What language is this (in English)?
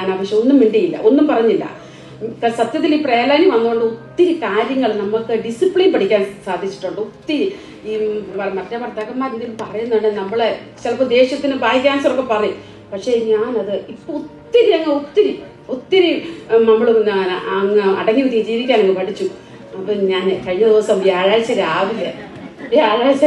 Malayalam